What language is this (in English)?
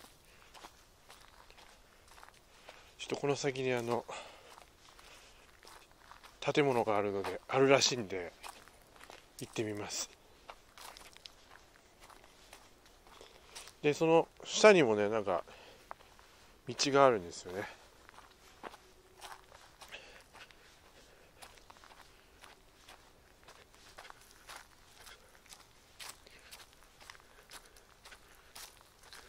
Japanese